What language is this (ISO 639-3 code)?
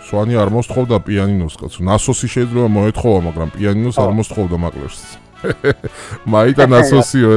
kat